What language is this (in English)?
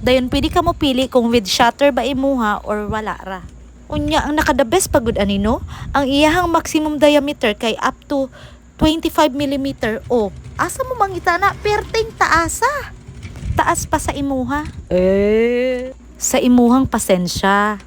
Cebuano